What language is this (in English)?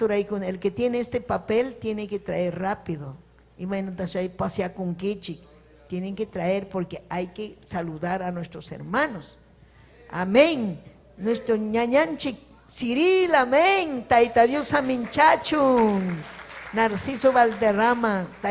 Ayacucho Quechua